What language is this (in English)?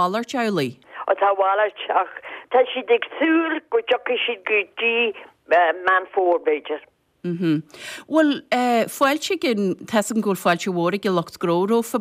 Irish